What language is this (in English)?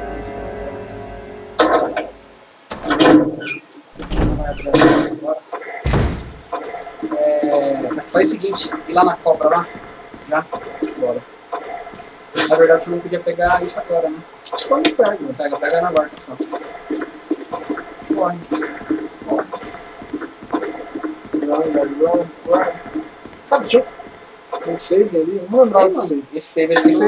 Portuguese